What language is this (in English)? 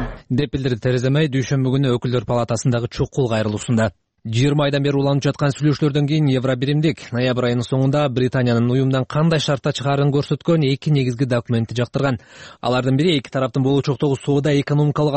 Kyrgyz